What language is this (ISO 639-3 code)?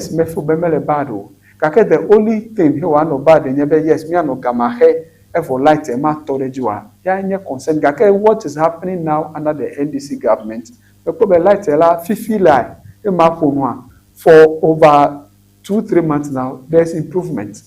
ewe